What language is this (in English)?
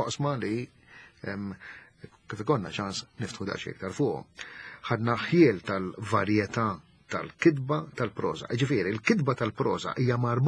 Maltese